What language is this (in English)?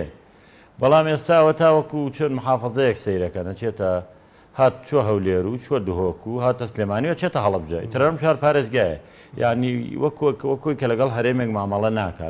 Central Kurdish